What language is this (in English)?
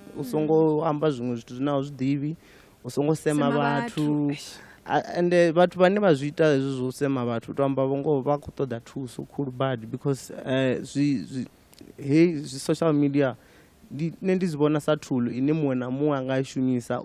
Venda